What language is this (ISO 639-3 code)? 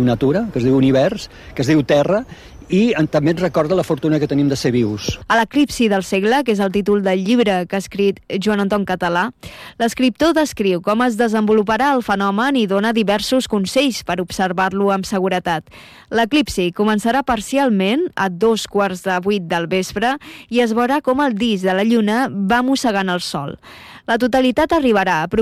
cat